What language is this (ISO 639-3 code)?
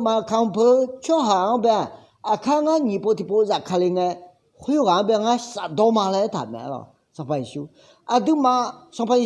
ahk